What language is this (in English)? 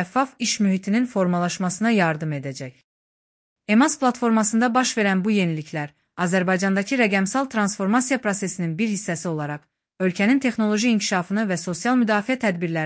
Azerbaijani